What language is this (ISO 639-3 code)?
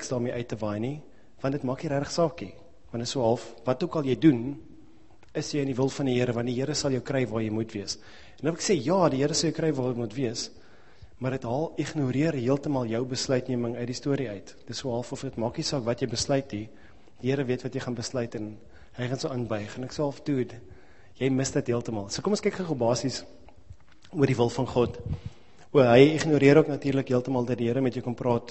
afr